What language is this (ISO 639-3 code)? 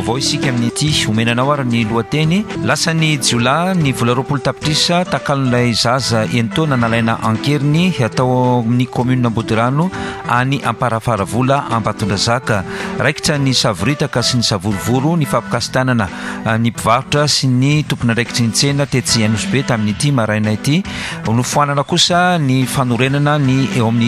mlg